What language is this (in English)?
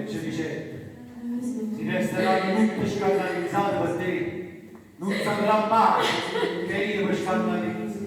Neapolitan